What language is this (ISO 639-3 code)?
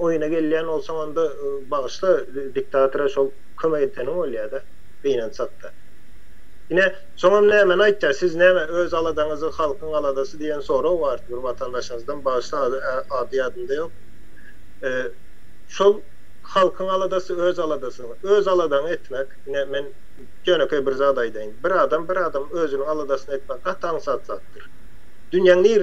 tuk